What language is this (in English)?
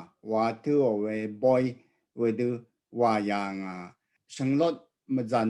Rawang